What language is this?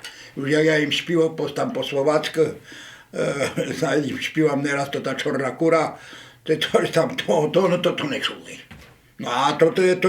Rusyn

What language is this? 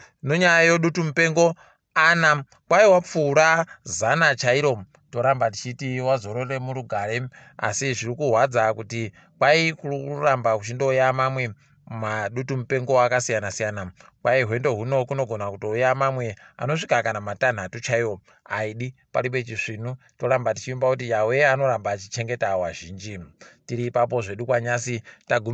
Ndau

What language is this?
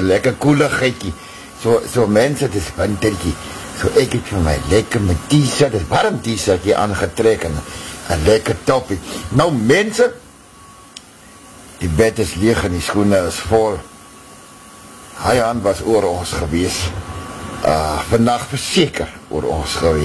Afrikaans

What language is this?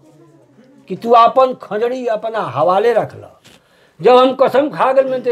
Bhojpuri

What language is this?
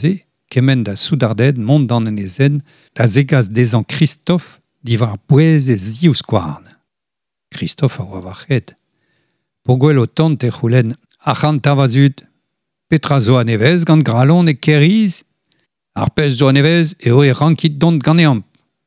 Breton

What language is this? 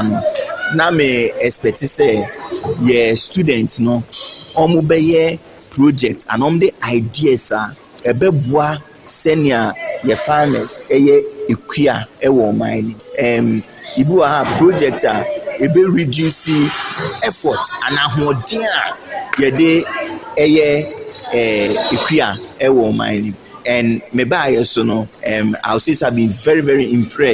Akan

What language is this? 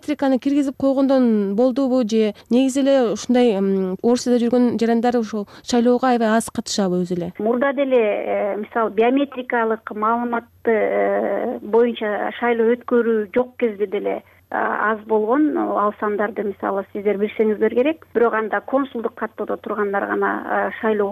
Kyrgyz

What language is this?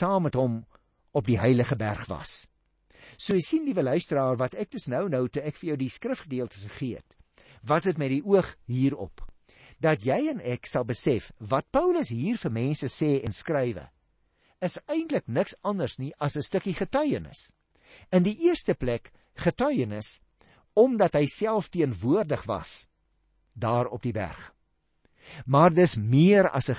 Afrikaans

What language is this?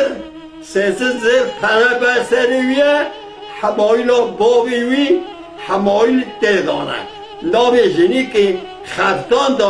Kurdish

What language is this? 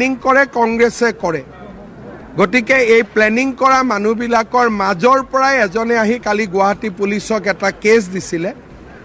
Assamese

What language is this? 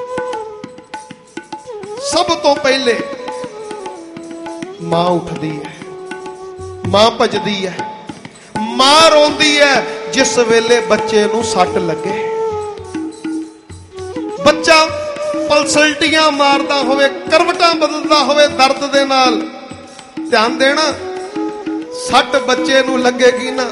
Punjabi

